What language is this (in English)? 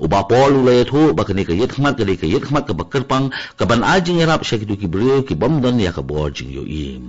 Khasi